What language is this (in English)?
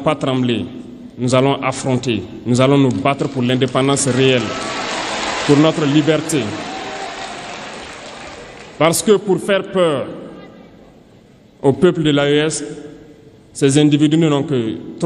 French